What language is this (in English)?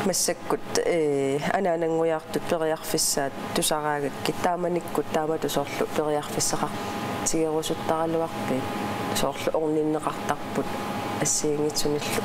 Kalaallisut